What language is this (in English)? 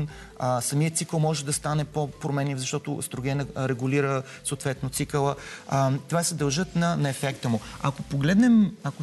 Bulgarian